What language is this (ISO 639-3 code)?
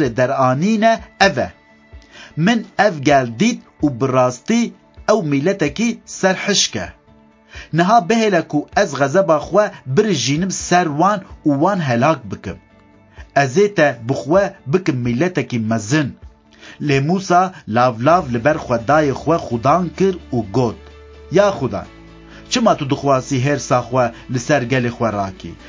kur